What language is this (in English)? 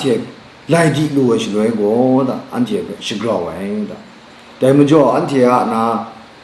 Kachin